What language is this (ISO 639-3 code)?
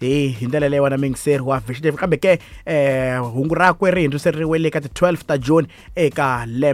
tso